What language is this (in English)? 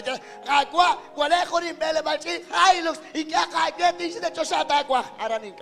Kekchí